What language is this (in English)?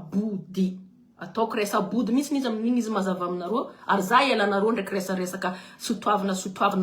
Malagasy